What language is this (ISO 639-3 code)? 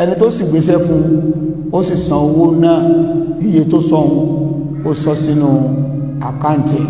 yor